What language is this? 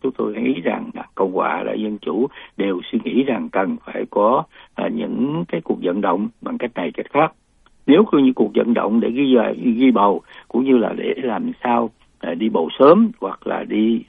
Vietnamese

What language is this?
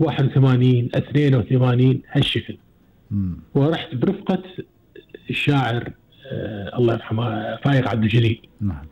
Gulf Arabic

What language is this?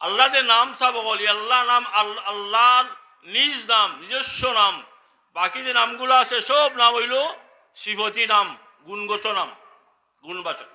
Sylheti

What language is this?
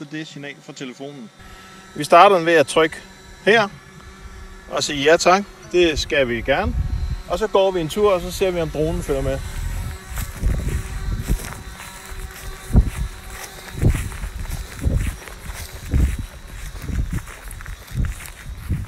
Danish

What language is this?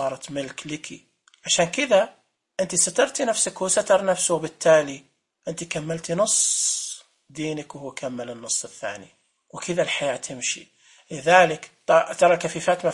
Najdi Arabic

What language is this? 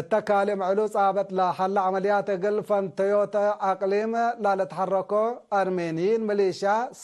Tigre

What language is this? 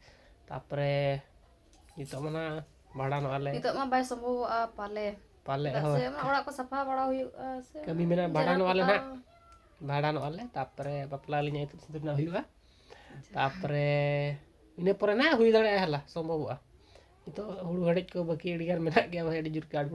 Santali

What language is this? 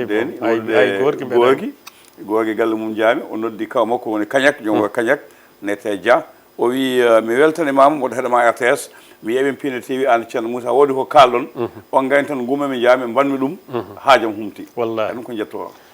Fula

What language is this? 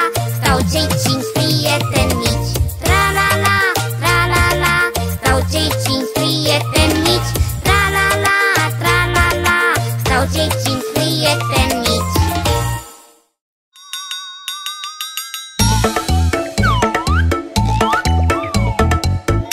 Romanian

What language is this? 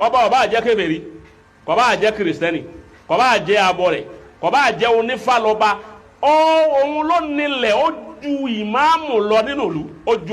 Yoruba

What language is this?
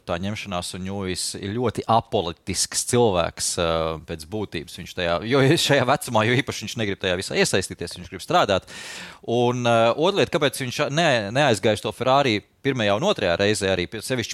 Latvian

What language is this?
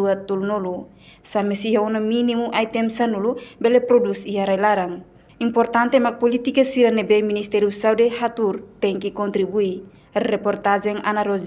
Tetum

